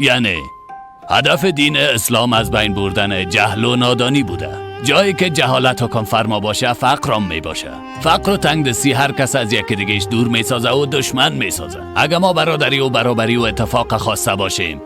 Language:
Persian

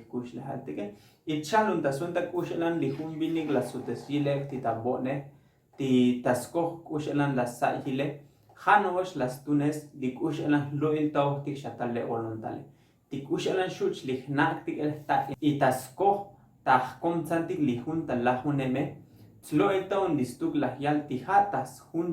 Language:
Tzotzil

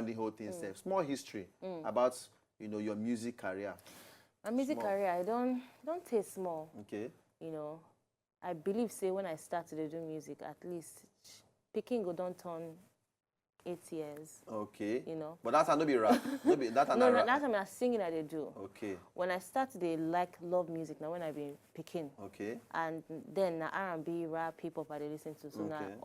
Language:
Nigerian Pidgin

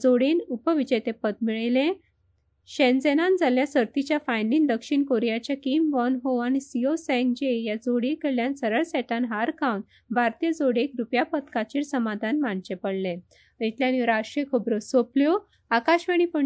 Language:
Konkani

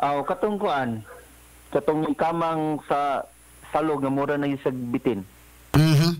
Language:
Cebuano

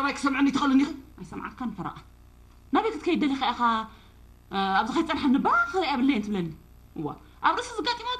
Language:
Tigrinya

